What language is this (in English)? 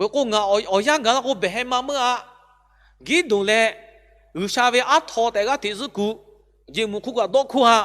Lahu